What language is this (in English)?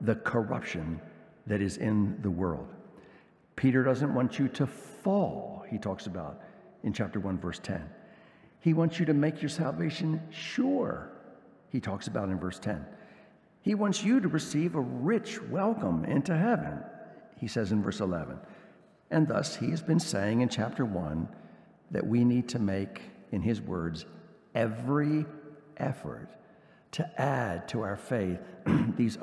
English